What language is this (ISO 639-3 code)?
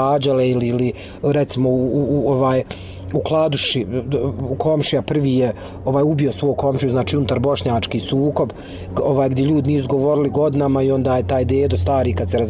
bos